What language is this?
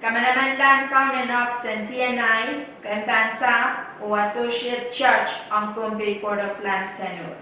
Pohnpeian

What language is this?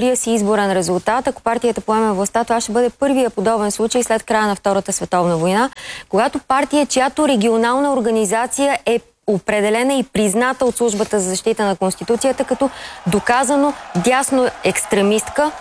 Bulgarian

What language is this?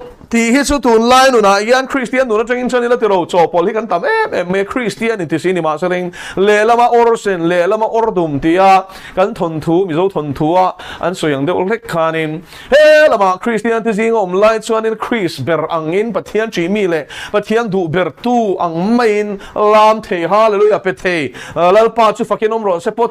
Mizo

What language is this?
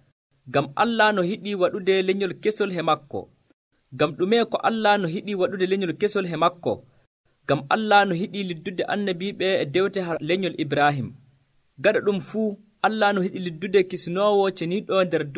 Nigerian Fulfulde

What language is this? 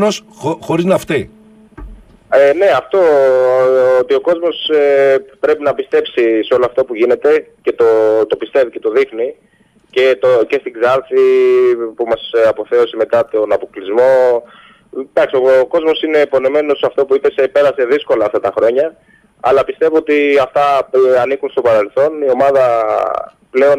Greek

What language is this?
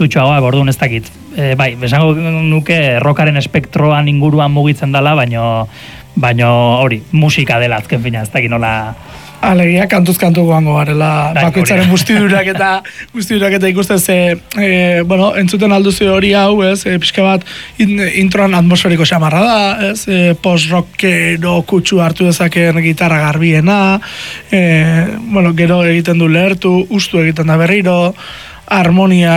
Basque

